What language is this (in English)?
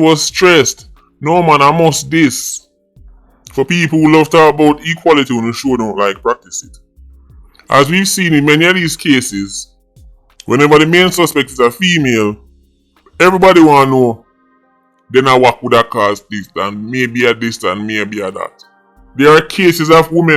Jamaican Creole English